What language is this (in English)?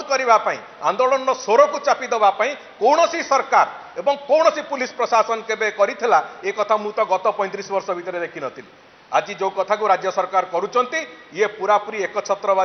Odia